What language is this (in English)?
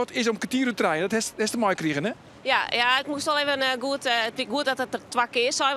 Western Frisian